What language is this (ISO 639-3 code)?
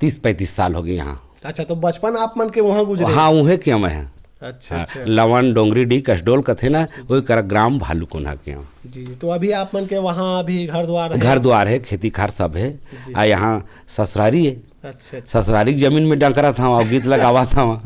hne